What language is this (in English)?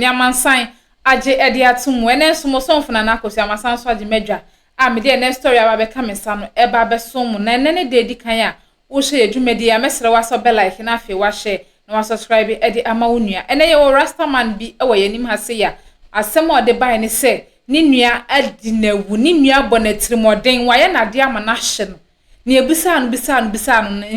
Akan